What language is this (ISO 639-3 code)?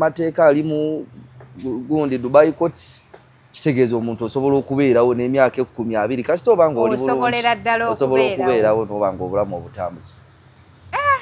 lug